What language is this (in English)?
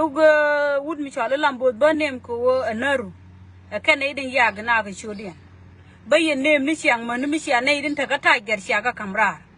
Nuer